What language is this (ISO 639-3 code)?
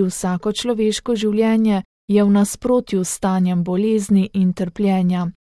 slv